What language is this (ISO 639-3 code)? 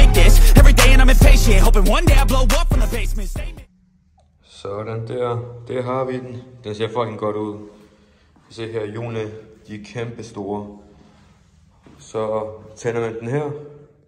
dan